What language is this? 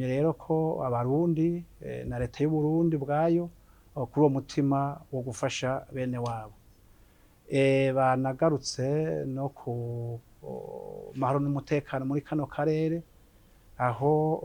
Rundi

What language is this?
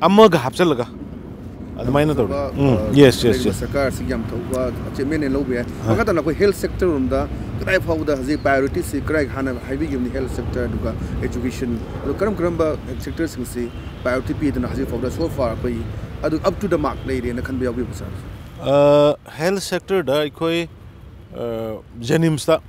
Manipuri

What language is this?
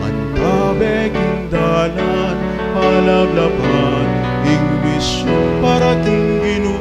Pampanga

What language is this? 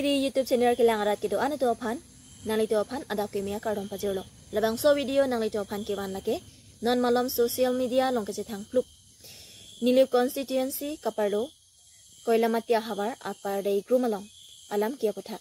Karbi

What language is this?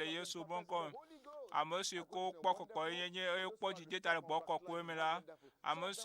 Ewe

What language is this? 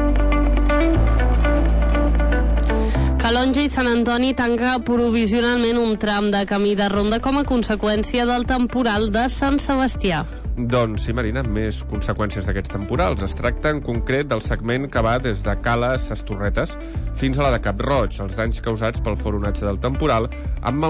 Catalan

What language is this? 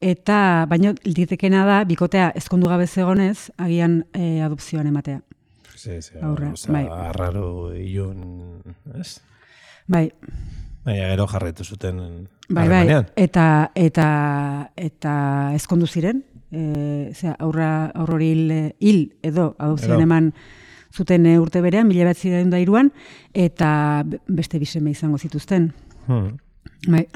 Basque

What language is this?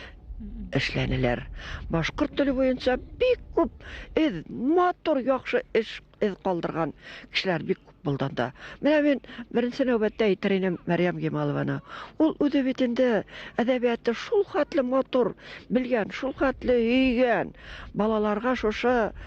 Bashkir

